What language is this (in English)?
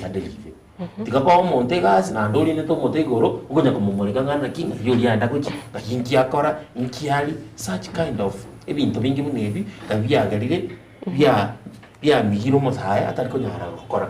Gusii